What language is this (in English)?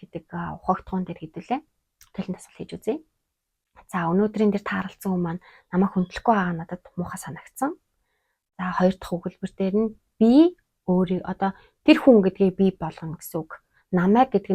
Mongolian